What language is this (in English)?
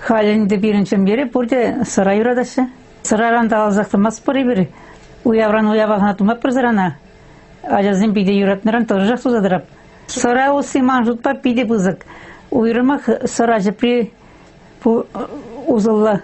Chuvash